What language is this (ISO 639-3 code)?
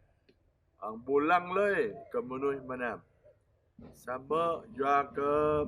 jra